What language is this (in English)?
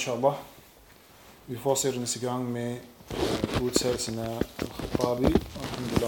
Danish